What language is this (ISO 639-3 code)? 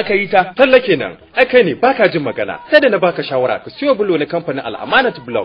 hau